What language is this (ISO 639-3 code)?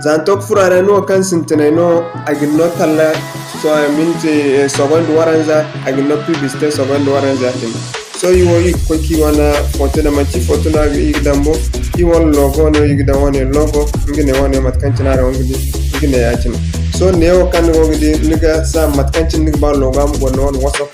dje